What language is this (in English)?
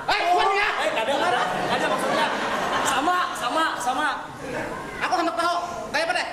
Banjar